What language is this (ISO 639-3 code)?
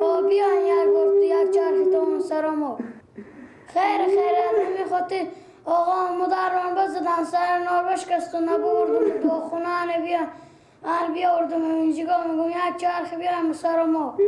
fas